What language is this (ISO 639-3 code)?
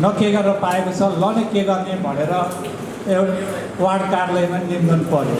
nep